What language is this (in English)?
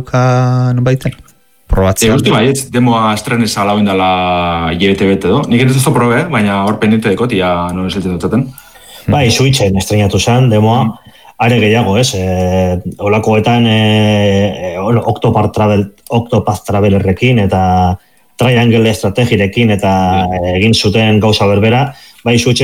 Basque